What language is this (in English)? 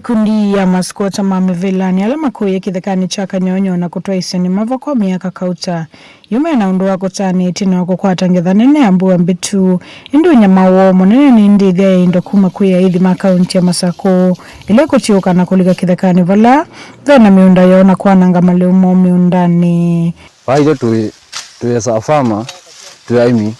Kamba